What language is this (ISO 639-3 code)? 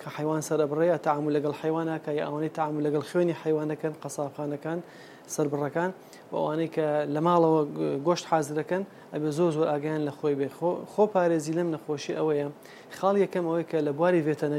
ckb